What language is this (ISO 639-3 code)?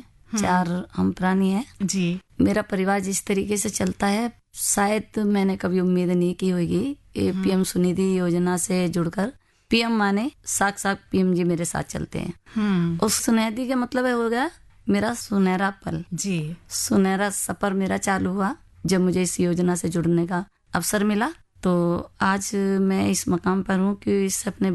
hin